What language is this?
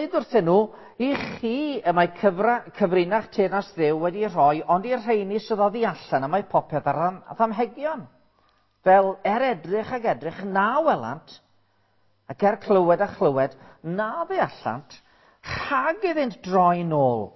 Welsh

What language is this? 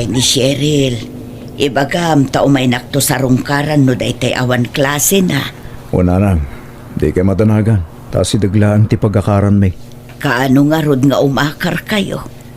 Iloko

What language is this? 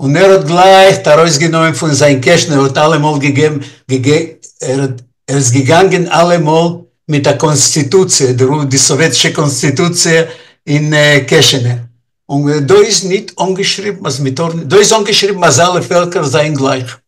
Yiddish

